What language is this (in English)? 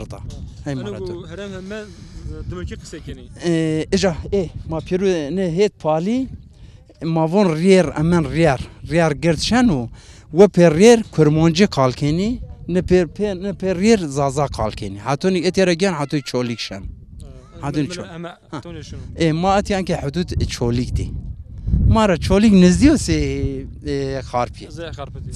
Zaza